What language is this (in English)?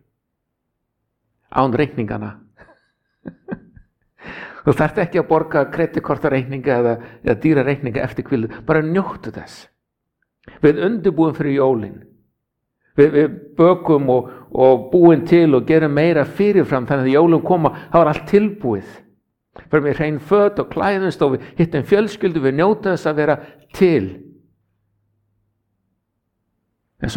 Icelandic